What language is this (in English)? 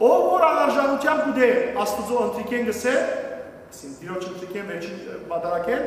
Western Armenian